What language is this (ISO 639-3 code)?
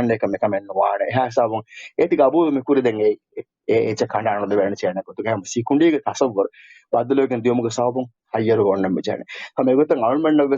div